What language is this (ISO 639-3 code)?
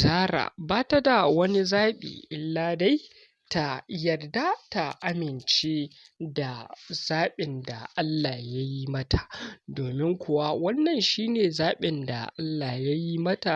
hau